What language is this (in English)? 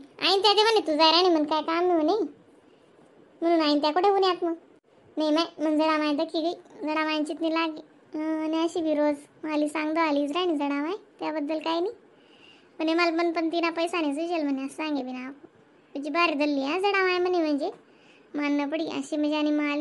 Khandesi